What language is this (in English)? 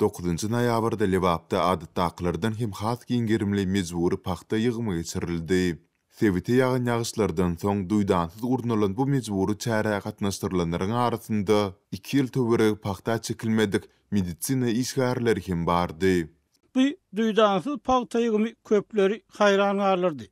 Turkmen